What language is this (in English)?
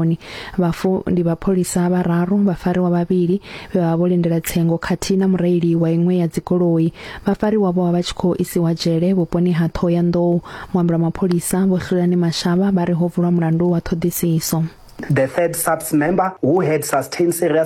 Venda